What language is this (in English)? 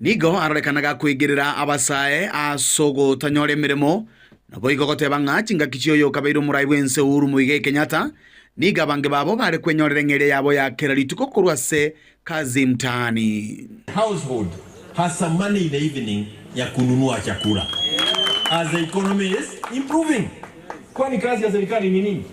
Gusii